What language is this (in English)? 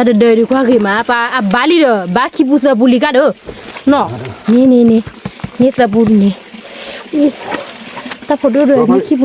S'gaw Karen